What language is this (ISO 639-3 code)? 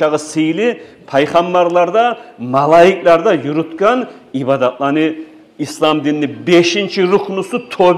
kum